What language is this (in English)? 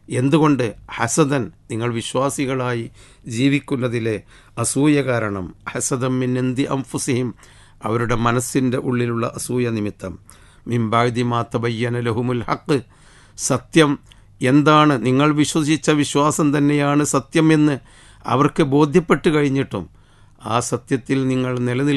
Malayalam